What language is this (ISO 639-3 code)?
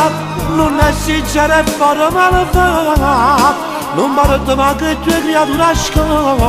nap